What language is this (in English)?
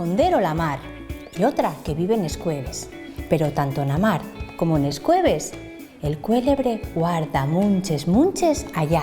Asturian